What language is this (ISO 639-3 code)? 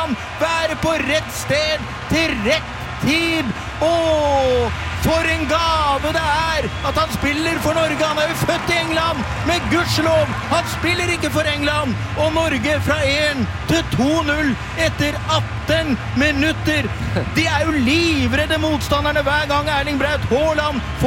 nor